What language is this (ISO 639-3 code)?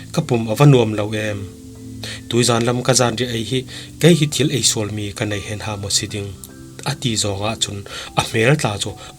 cfm